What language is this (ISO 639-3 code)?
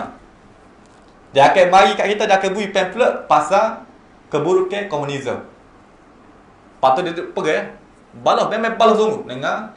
msa